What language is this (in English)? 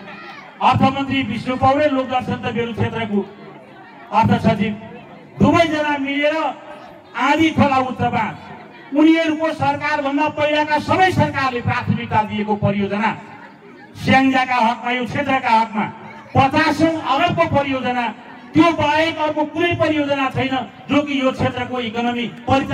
Nepali